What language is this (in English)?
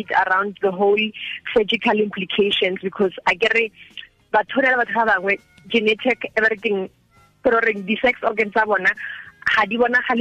Tswana